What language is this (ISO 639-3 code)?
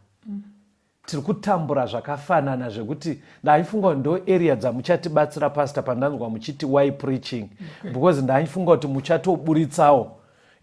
sna